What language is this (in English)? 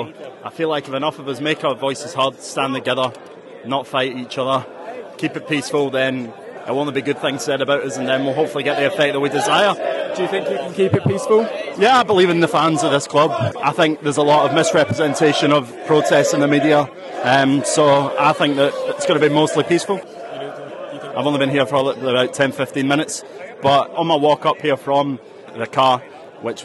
English